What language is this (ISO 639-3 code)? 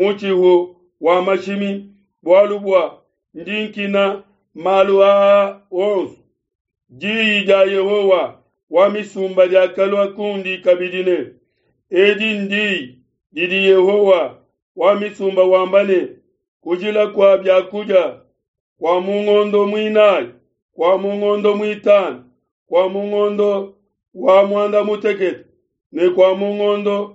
lua